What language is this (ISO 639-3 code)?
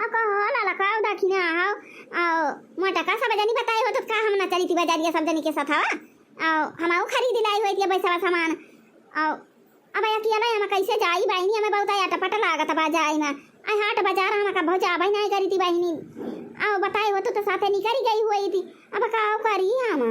awa